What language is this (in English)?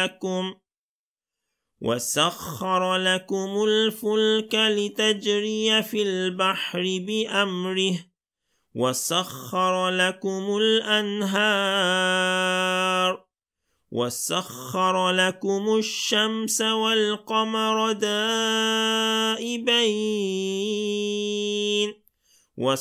Arabic